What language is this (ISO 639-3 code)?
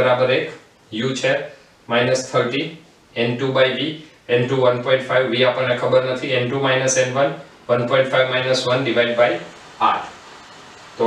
guj